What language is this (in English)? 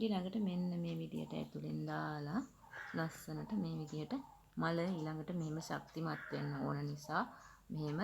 Sinhala